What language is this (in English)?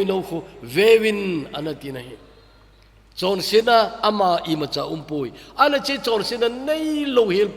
Thado Chin